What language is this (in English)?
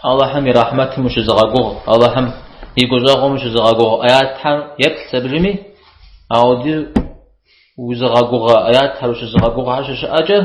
Kabardian